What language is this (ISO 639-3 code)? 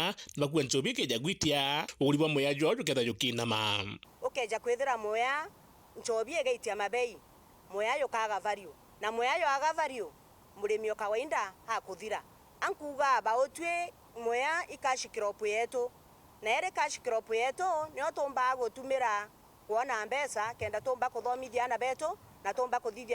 mer